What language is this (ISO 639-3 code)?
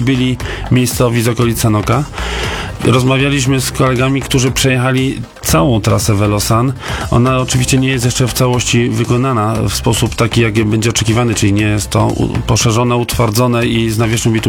pol